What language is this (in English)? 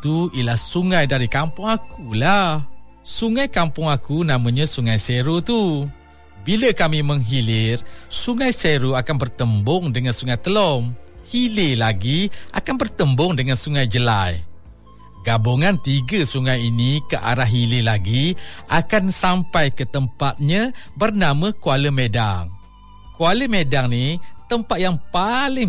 Malay